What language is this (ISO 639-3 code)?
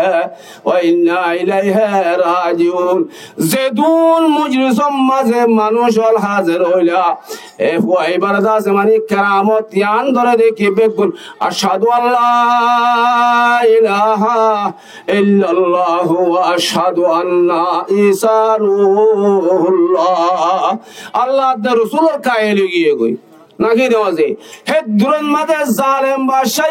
rhg